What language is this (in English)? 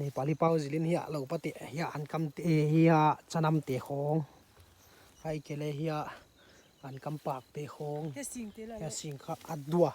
Paite Chin